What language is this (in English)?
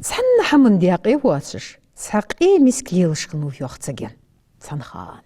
Ingush